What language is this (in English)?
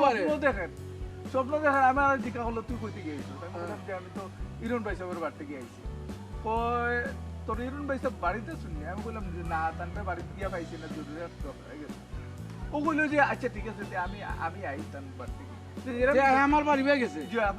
Sylheti